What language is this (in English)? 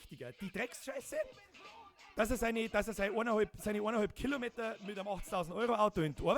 Bavarian